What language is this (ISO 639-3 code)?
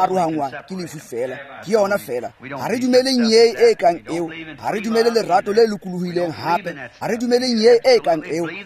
tsn